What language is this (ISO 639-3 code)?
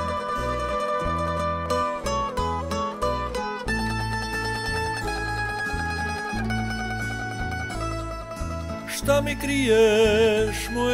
hrv